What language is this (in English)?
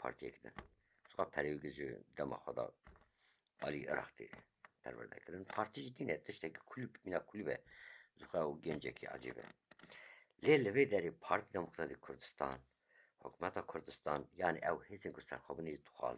Kurdish